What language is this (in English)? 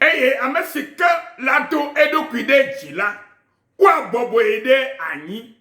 Ewe